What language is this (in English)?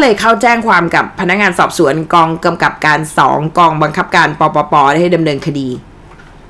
Thai